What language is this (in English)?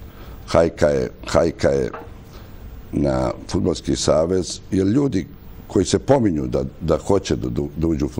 Serbian